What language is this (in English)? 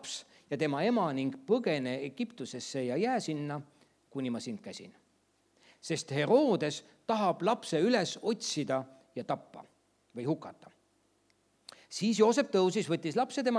Estonian